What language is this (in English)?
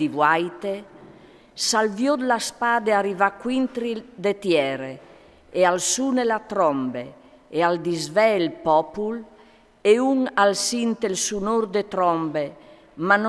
Friulian